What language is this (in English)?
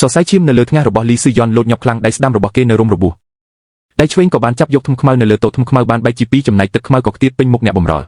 Khmer